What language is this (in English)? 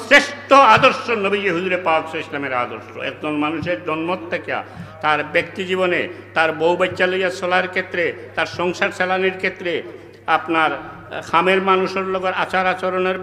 Sylheti